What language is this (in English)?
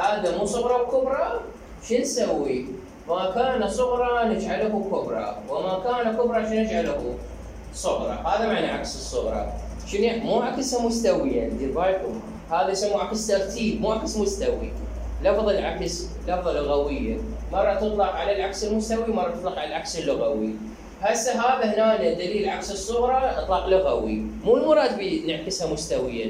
Mesopotamian Arabic